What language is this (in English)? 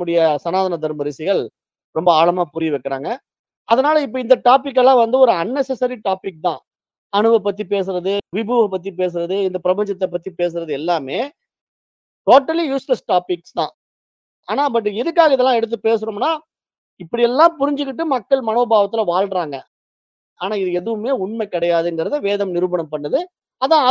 Tamil